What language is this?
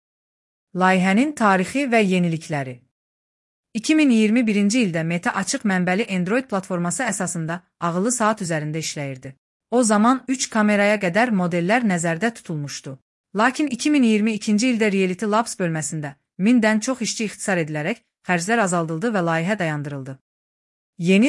Azerbaijani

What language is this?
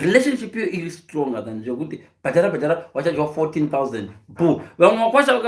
Shona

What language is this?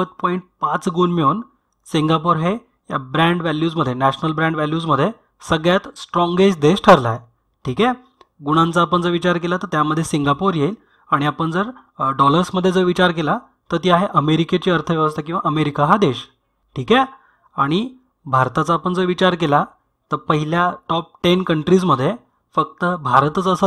Marathi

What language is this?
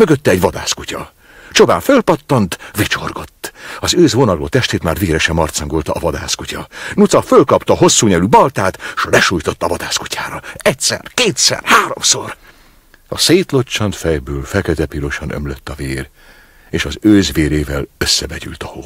Hungarian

